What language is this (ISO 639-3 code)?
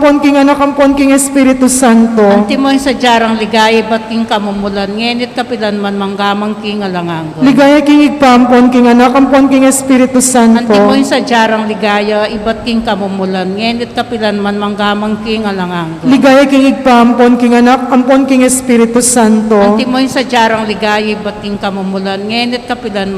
pam